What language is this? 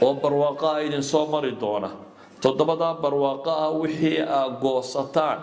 Somali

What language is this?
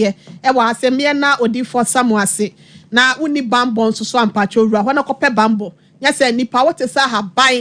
Akan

